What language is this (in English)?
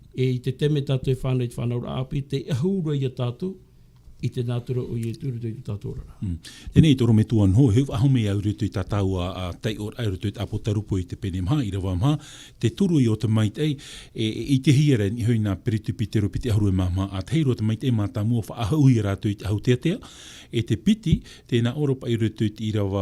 Tahitian